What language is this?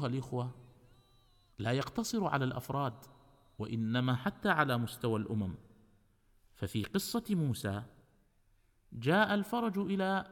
Arabic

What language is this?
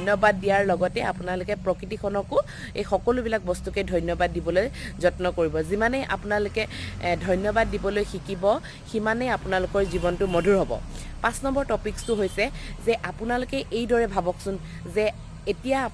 Assamese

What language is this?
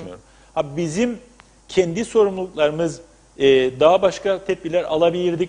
Turkish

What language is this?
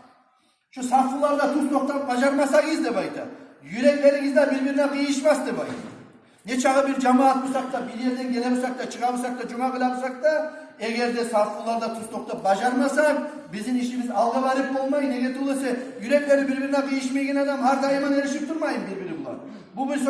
Kumyk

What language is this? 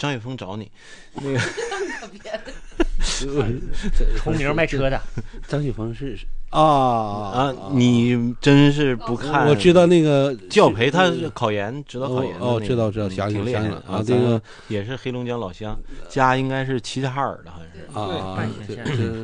Chinese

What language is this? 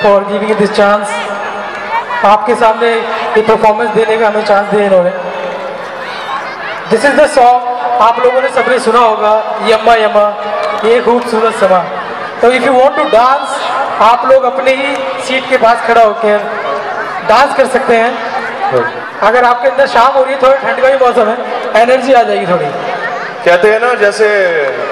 Hindi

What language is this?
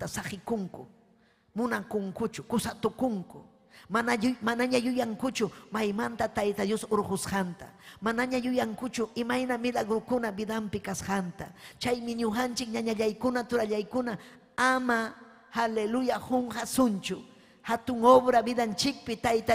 Ayacucho Quechua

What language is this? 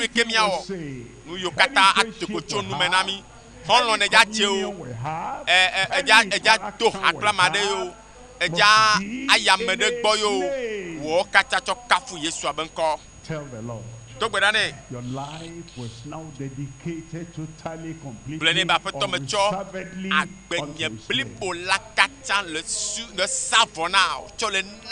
Ewe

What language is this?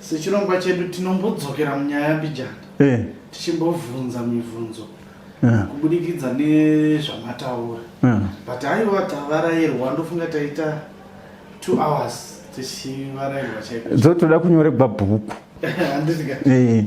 Shona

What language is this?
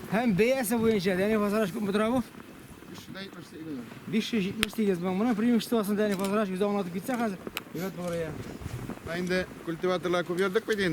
Tatar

